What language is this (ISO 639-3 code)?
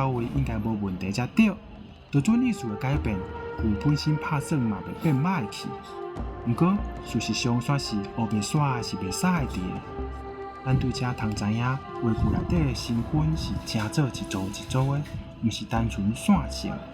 nan